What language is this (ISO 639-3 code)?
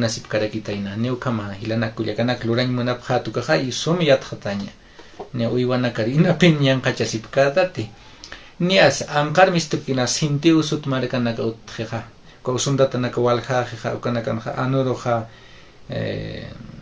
aym